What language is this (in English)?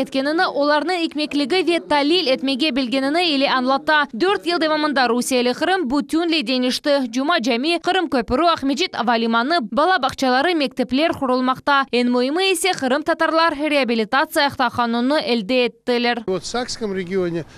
Crimean Tatar